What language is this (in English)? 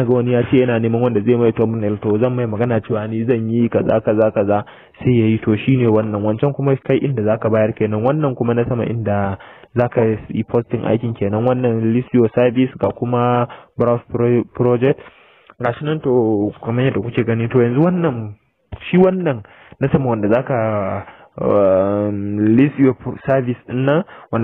Hausa